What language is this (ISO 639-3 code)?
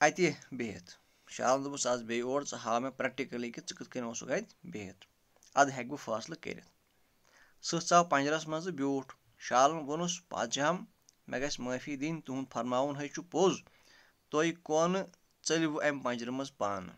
kas